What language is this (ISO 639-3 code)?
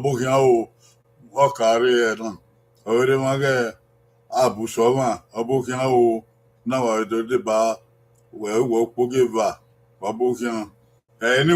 bin